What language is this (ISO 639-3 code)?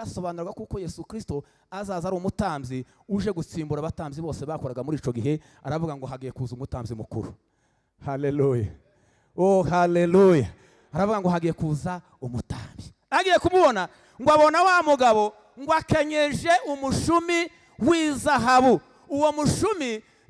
kin